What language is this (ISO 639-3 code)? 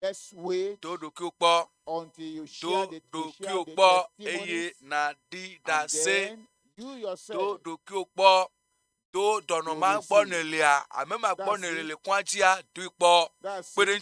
ewe